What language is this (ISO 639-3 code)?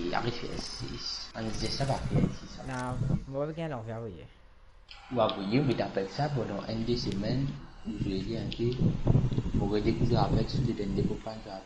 mfe